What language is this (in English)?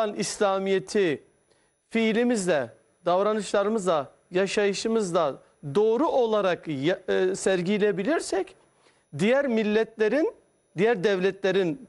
Turkish